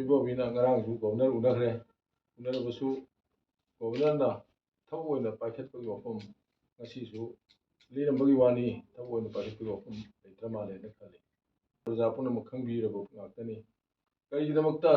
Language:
Manipuri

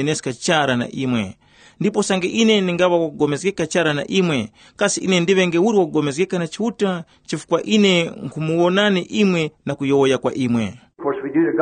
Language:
Tumbuka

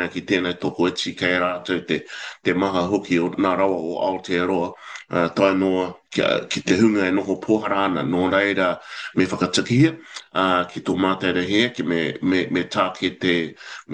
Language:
Māori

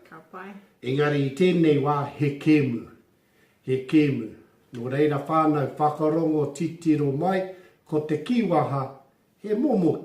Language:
Māori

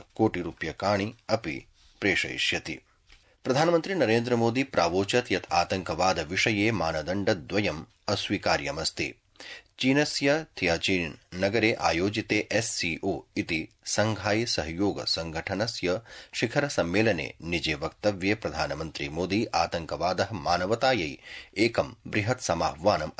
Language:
Sanskrit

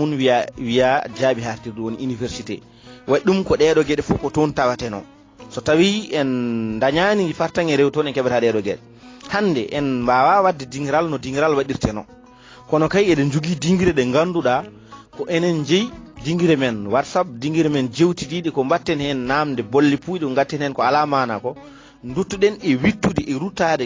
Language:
Fula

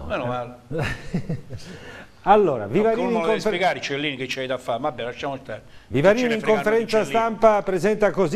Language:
Italian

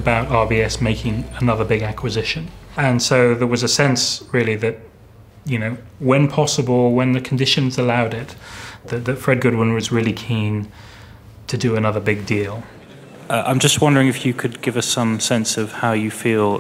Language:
English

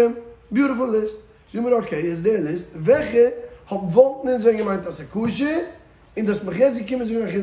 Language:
Yiddish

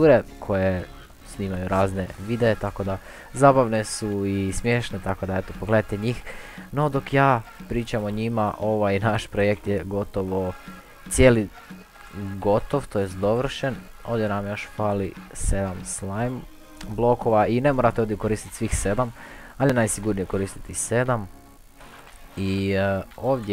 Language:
Croatian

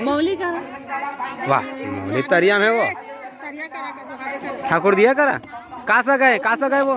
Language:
Chhattisgarhi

